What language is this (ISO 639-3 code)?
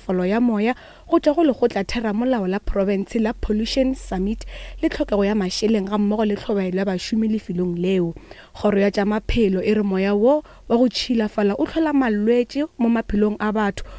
nso